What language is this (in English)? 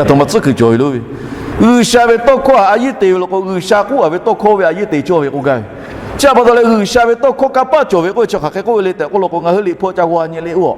Lahu